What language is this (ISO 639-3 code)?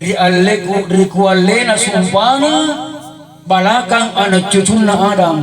mak